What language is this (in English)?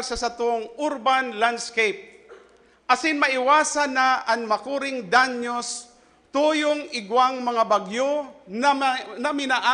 Bikol